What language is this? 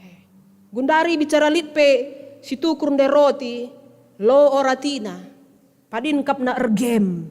Batak Karo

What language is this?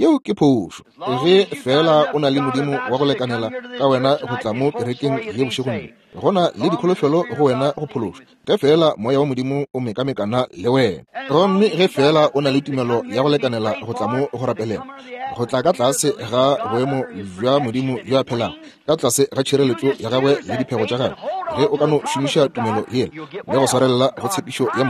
Northern Sotho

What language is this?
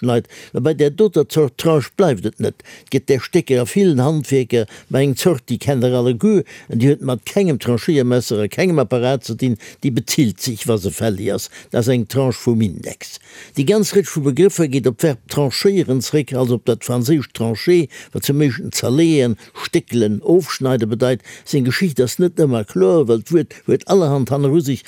Luxembourgish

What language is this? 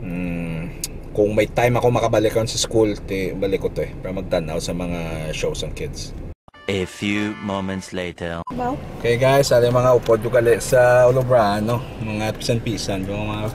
Hiligaynon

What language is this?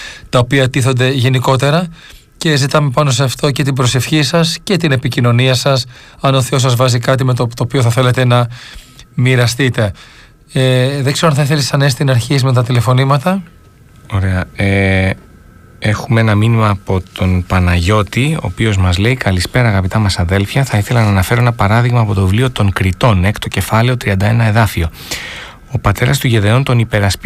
Greek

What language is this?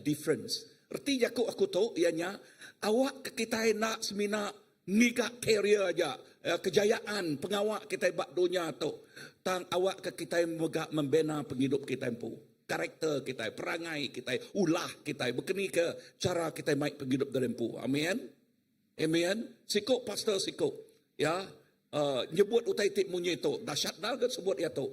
Iban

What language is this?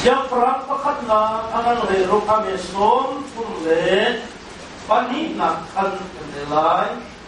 Hakha Chin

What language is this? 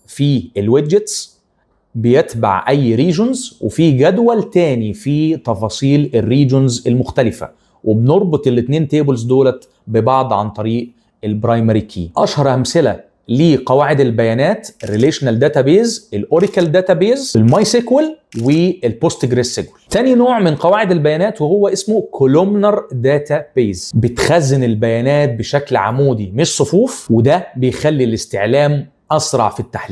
Egyptian Arabic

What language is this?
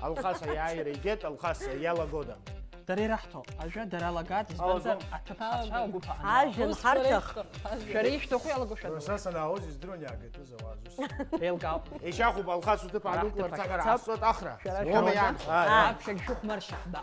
Abkhazian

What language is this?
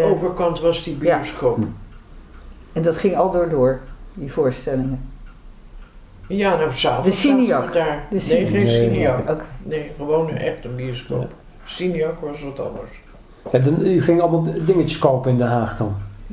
Dutch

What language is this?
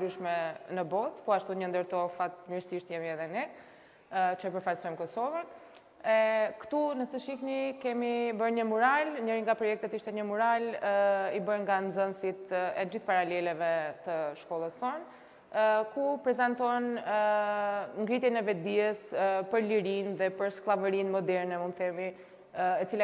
Albanian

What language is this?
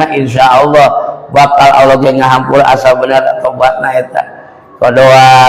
Sundanese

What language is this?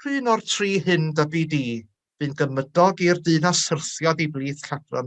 Welsh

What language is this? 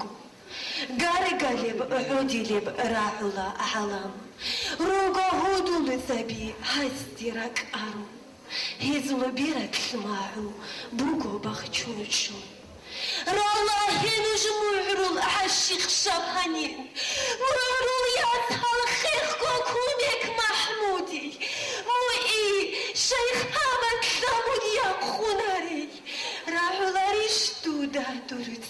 Avaric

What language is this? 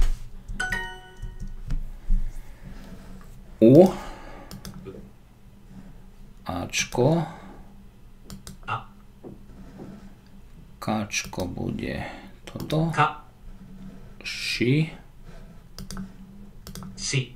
Slovak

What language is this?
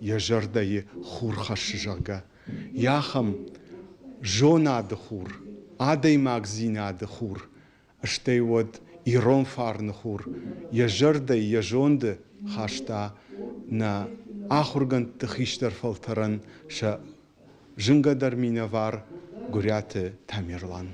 Ossetic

